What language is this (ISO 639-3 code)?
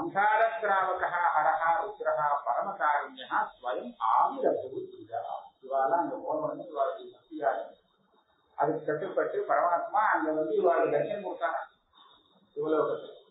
tam